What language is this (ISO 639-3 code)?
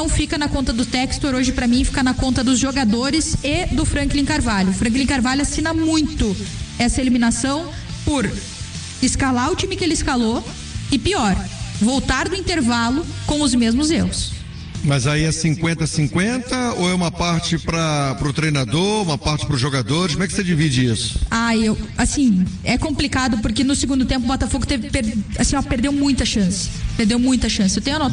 por